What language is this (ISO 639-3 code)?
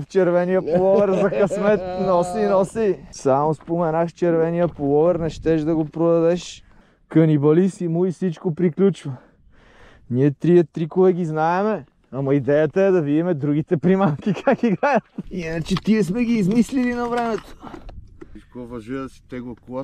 bul